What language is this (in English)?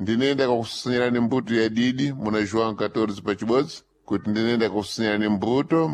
Sena